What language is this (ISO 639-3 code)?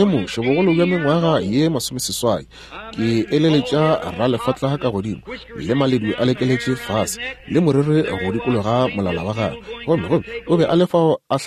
nso